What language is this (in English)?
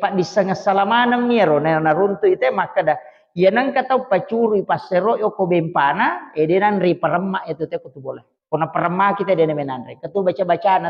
Buginese